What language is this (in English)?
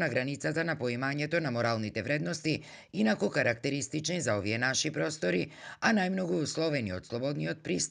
Macedonian